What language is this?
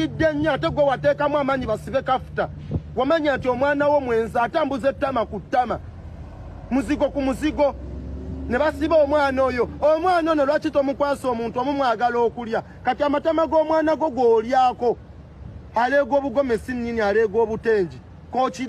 Ganda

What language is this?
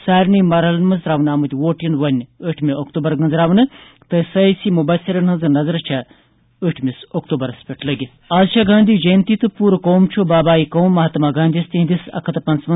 Kashmiri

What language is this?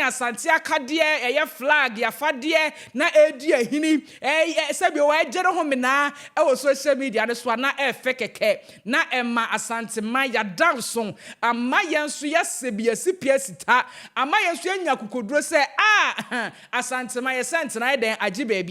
Akan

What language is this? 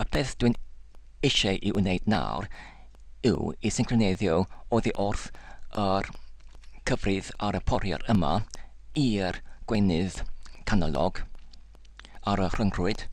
Welsh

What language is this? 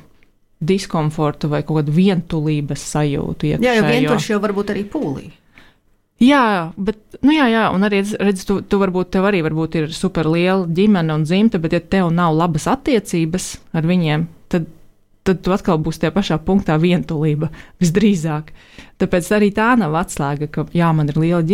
Latvian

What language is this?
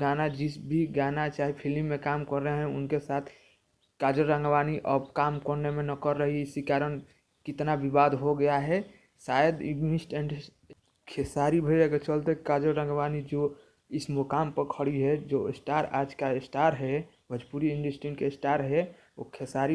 Bhojpuri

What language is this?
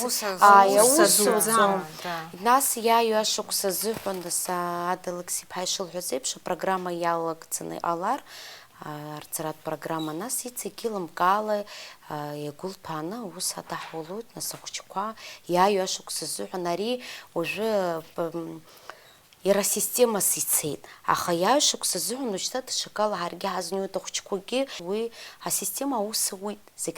Abkhazian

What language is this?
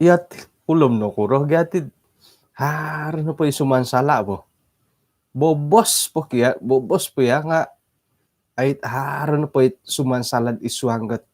Central Dusun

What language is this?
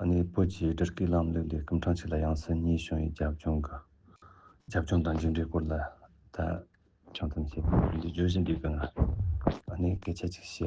Tibetan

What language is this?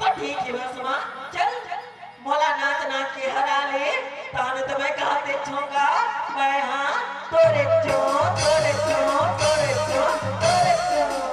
Chhattisgarhi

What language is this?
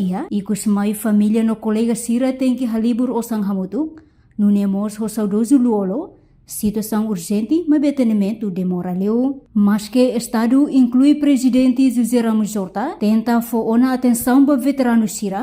Tetum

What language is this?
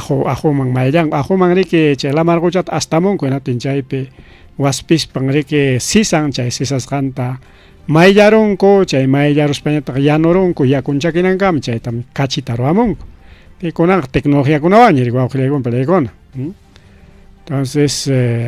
Ayacucho Quechua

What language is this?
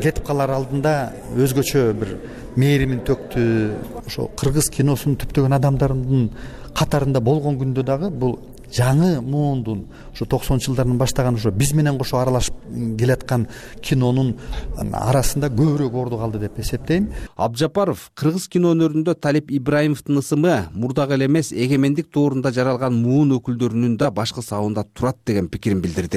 Kyrgyz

